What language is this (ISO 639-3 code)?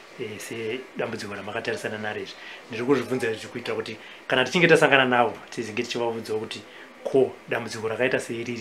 sna